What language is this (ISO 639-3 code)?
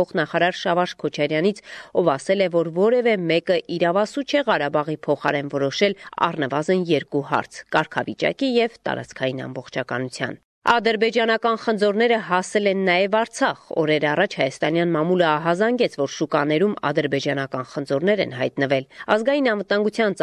hye